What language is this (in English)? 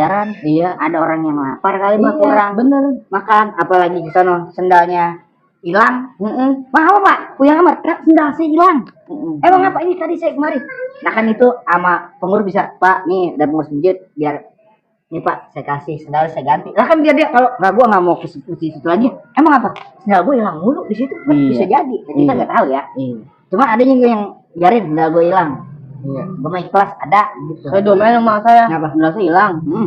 Betawi